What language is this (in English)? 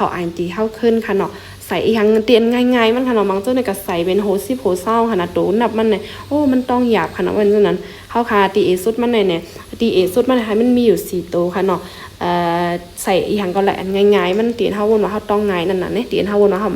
Shan